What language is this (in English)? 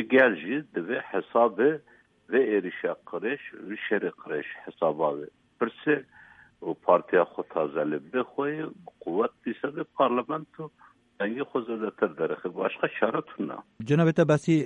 Kurdish